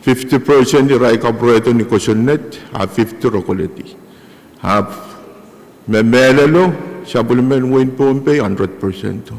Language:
Pohnpeian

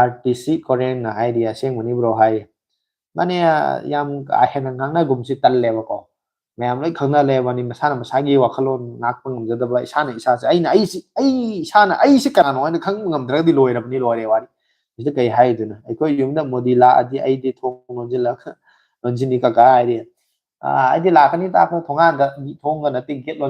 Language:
Manipuri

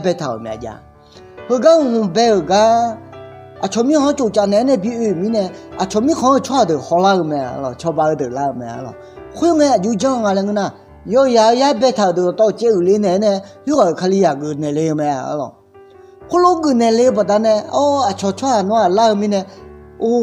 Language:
Akha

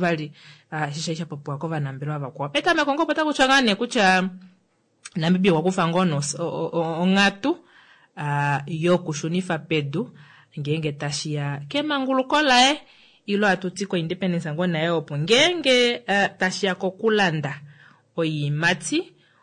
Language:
Kuanyama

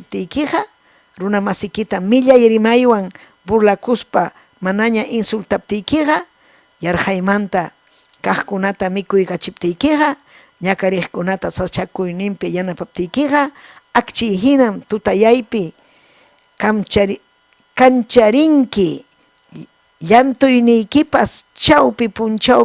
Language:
Ayacucho Quechua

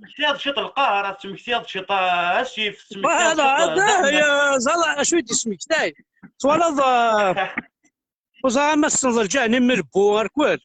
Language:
Kabyle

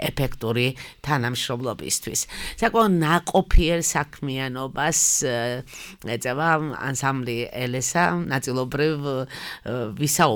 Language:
Georgian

